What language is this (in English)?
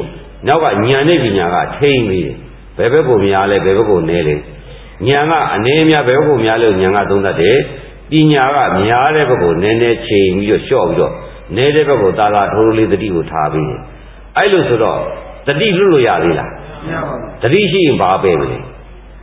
Burmese